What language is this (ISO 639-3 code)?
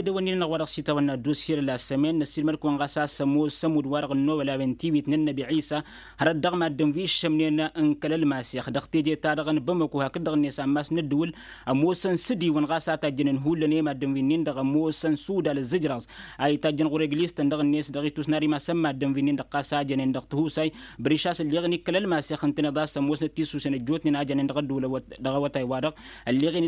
taq